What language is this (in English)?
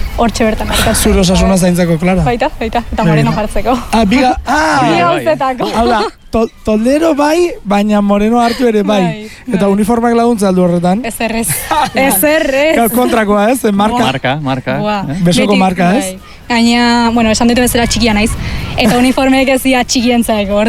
Basque